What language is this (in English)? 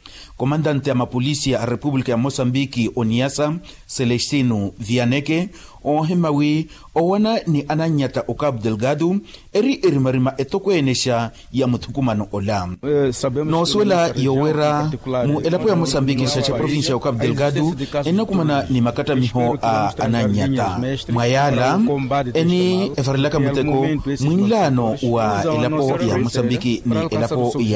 Makhuwa